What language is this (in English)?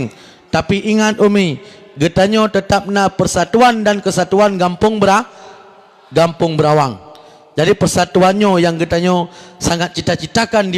Achinese